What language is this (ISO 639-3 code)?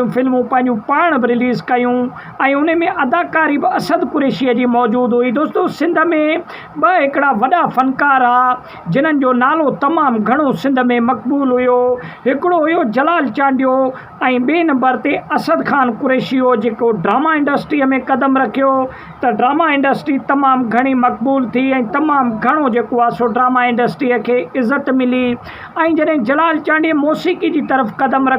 snd